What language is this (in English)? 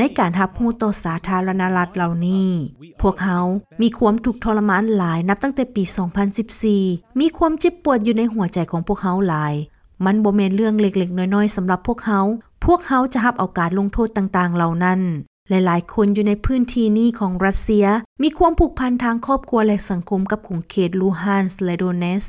Lao